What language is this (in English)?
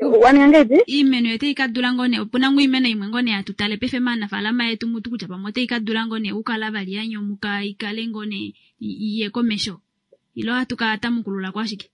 Kuanyama